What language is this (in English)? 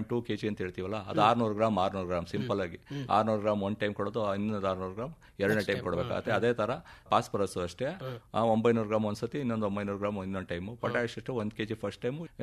Kannada